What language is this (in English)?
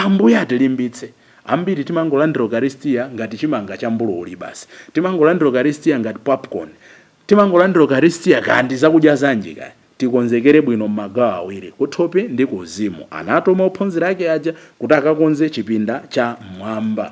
Nyanja